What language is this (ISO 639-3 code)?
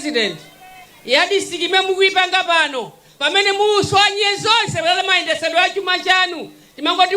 nya